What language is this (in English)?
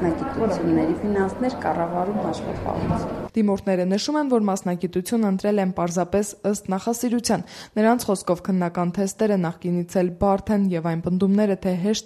Armenian